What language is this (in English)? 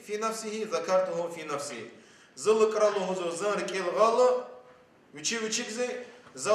Lezghian